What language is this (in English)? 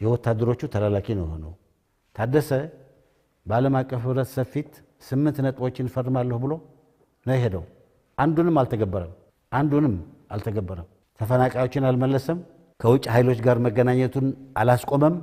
Amharic